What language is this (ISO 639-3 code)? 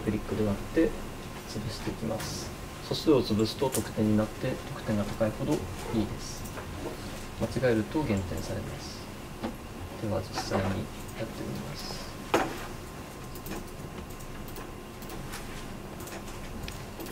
jpn